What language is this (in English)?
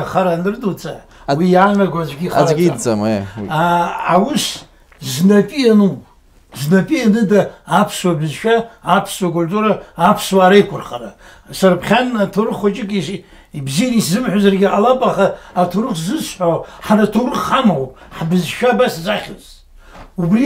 Abkhazian